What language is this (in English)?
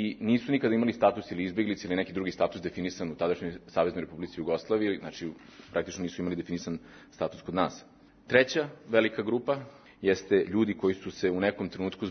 Serbian